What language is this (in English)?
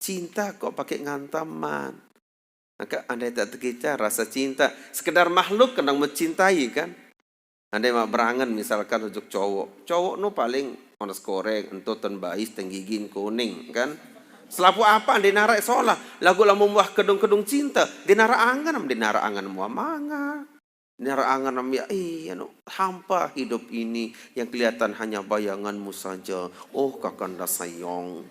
Sasak